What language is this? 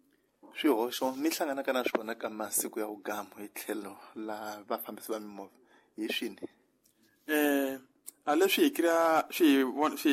Tsonga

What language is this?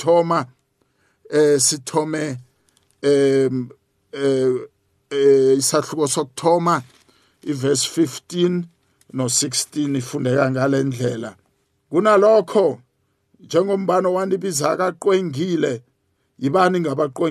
South Ndebele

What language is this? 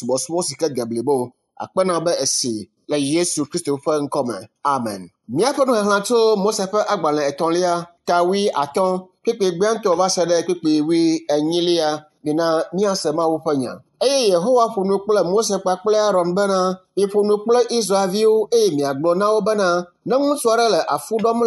Ewe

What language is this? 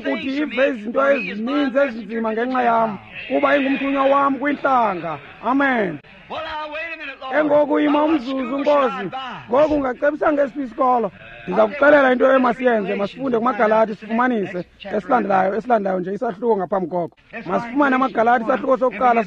Xhosa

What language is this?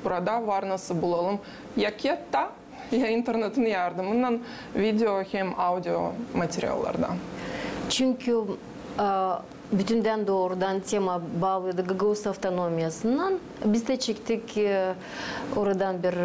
Gagauz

